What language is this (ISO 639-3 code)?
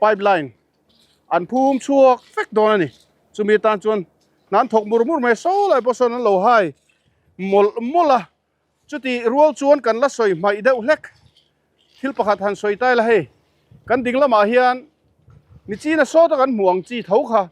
lus